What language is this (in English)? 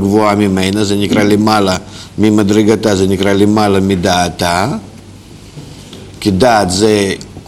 Hebrew